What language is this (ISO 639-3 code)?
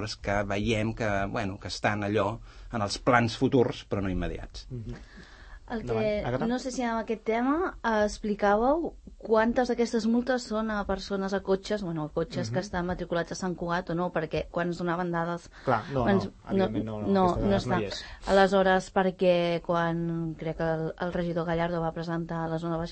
cat